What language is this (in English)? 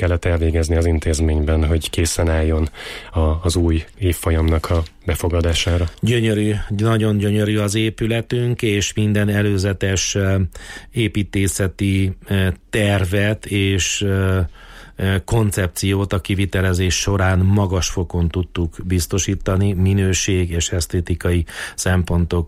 Hungarian